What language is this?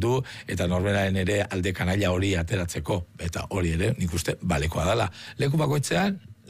Basque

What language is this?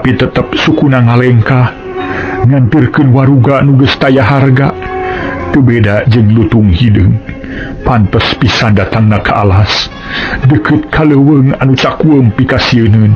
Sundanese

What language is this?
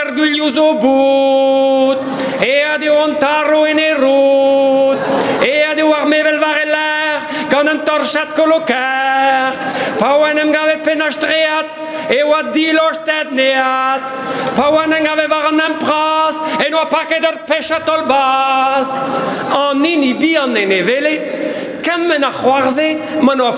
Breton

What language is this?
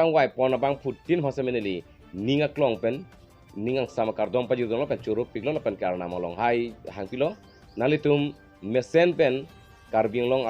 Karbi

